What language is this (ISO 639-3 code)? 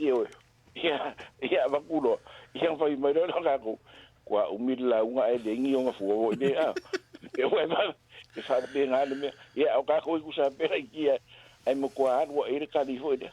smo